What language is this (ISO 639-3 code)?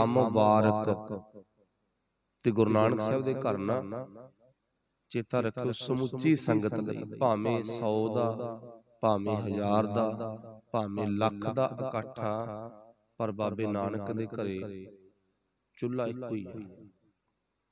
pan